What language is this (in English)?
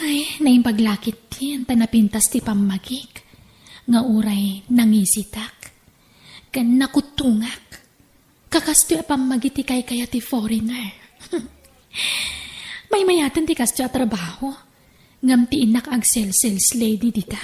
Iloko